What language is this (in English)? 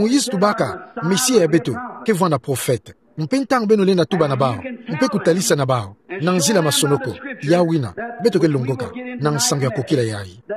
Kituba (Democratic Republic of Congo)